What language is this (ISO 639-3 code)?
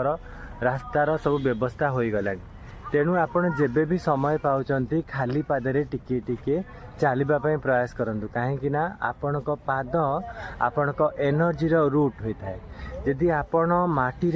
ori